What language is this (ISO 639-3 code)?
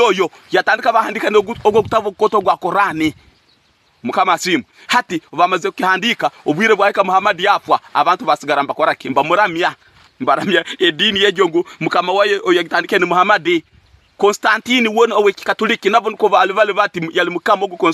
ttj